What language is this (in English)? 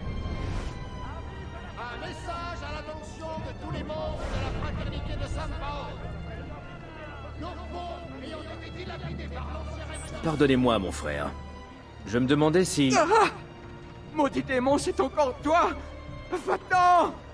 French